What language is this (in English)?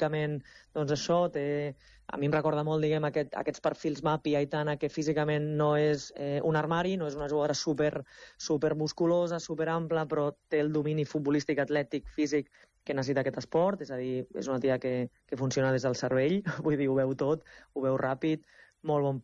Catalan